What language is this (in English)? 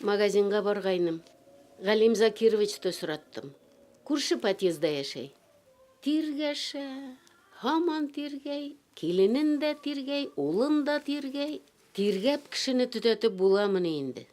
Bashkir